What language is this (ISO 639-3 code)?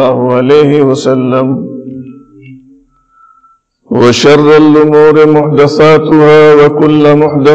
urd